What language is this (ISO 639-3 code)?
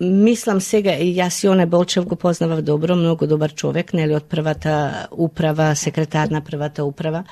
mkd